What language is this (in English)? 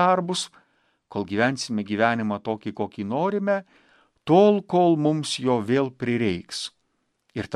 Lithuanian